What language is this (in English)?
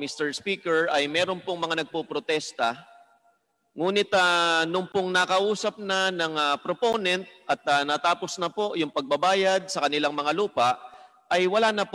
Filipino